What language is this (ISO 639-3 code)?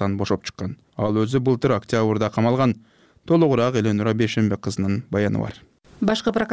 kir